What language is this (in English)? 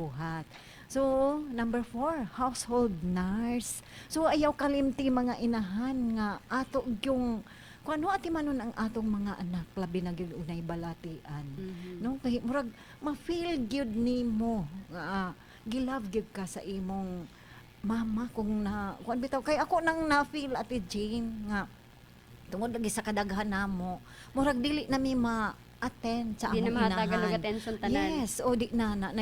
Cebuano